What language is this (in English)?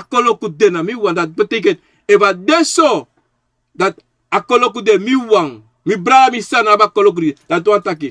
Sranan Tongo